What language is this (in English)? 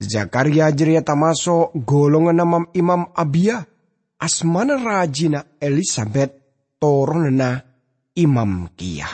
Madurese